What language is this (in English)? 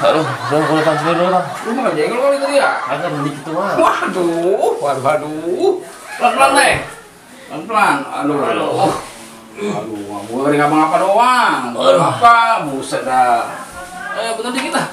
Betawi